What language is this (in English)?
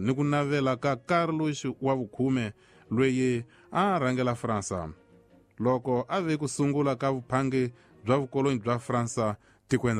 Tsonga